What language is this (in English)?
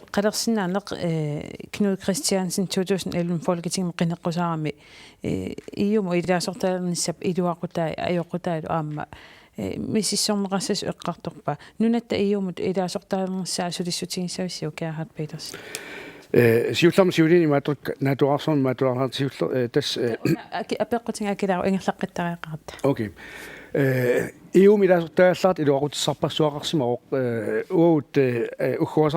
Kalaallisut